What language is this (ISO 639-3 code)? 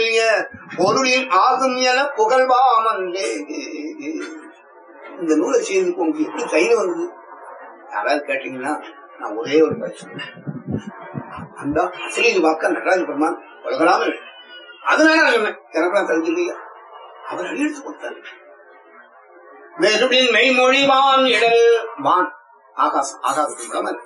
tam